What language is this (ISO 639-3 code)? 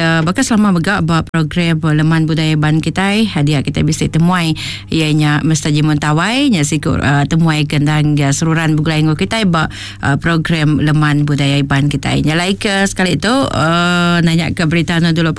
iba